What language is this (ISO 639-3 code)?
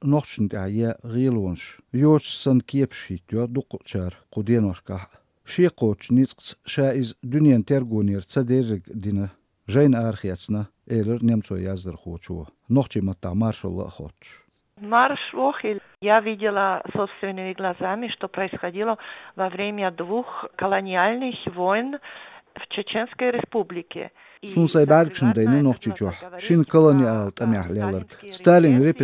che